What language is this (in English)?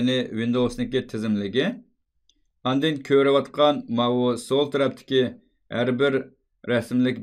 Uyghur